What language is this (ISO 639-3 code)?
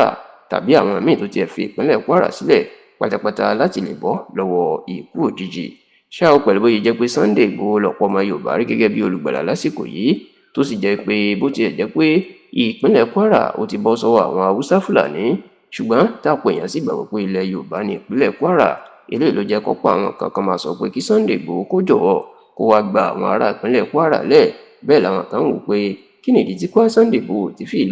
yor